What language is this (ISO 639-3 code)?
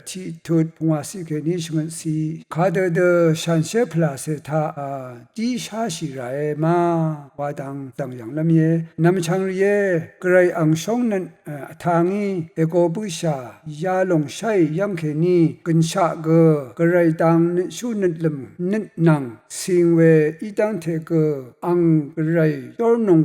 raw